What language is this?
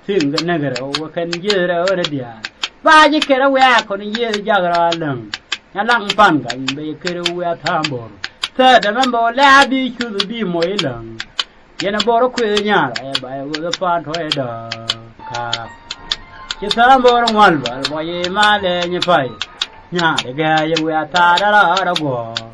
Nuer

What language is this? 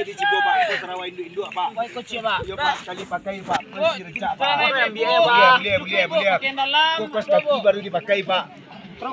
Minangkabau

